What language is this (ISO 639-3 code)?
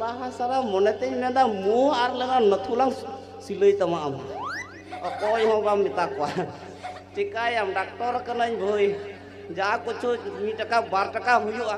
sat